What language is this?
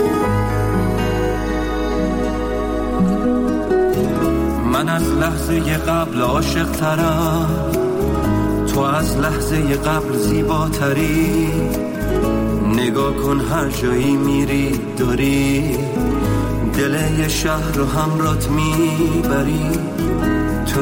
Persian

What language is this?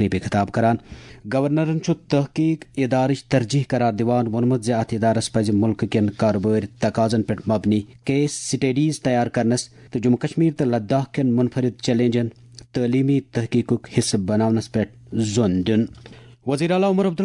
Kashmiri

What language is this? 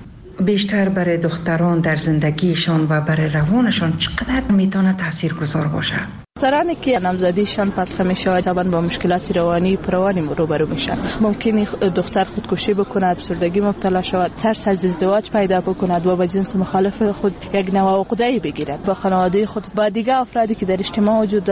Persian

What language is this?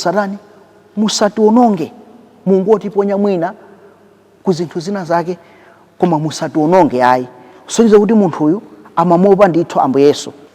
Nyanja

